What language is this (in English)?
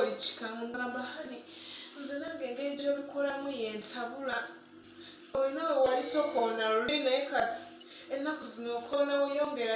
Ganda